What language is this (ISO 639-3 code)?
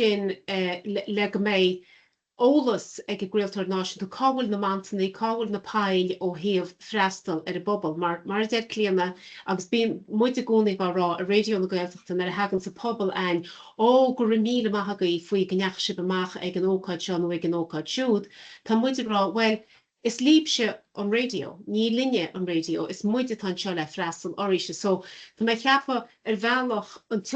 gle